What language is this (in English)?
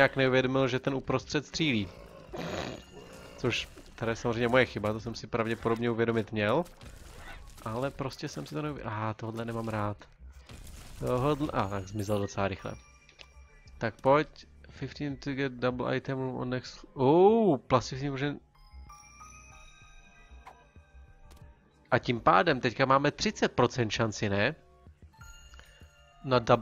Czech